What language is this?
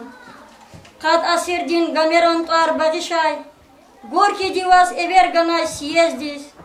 Lezghian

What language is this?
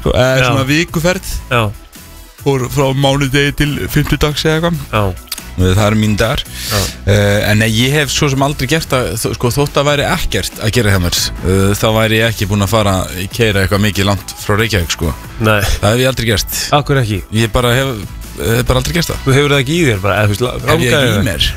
Icelandic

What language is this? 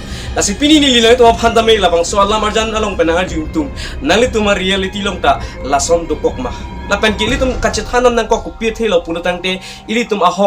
Karbi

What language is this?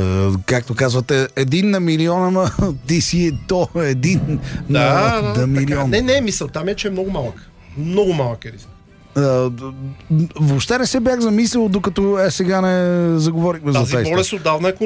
Bulgarian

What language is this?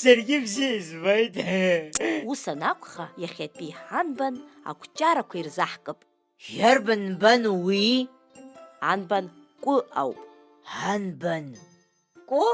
Abkhazian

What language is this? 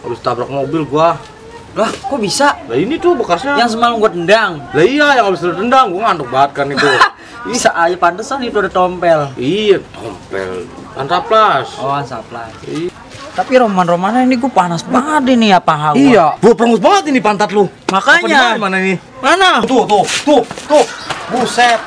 Betawi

